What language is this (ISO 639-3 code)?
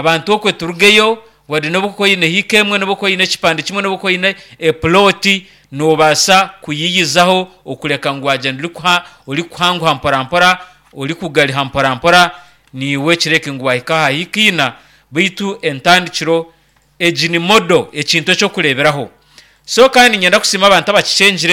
nyn